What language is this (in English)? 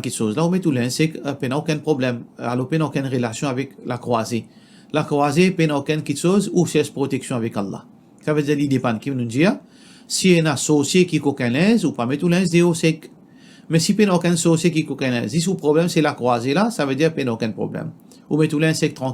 Morisyen